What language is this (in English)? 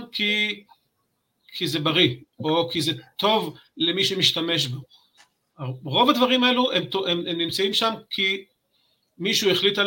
Hebrew